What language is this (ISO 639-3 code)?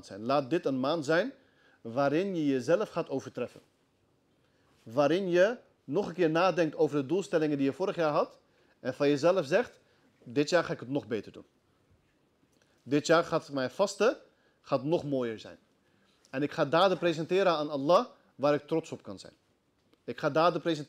nld